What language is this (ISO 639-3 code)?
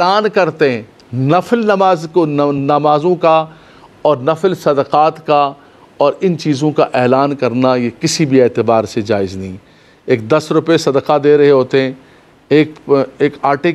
urd